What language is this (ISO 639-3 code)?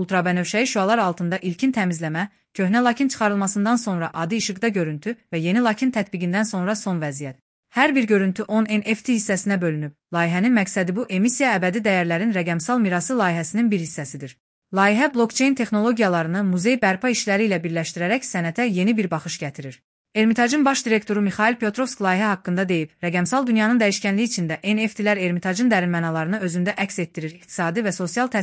aze